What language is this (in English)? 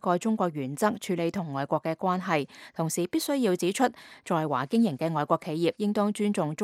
Cantonese